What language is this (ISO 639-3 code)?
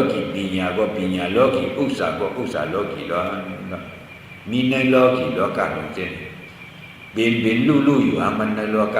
shn